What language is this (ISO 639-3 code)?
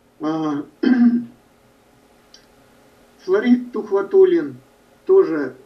rus